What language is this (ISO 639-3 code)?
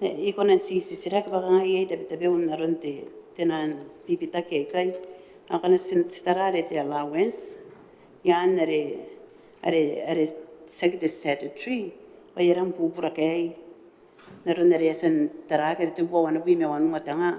gil